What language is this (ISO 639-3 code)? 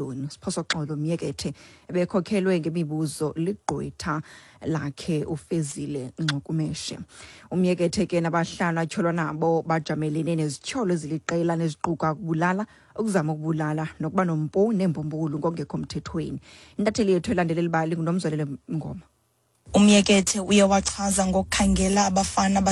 xho